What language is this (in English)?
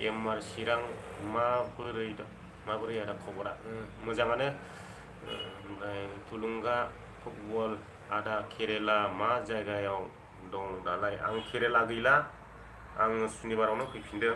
Bodo